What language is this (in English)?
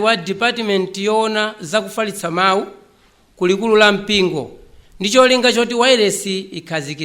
Nyanja